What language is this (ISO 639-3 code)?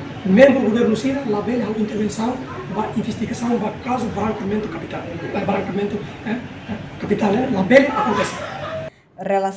tet